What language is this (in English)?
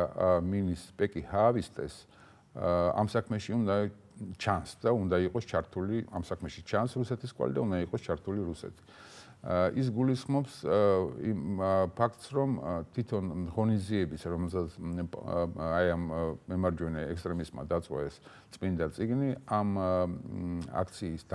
Georgian